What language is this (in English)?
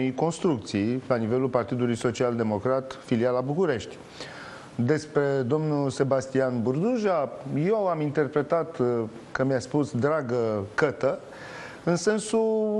Romanian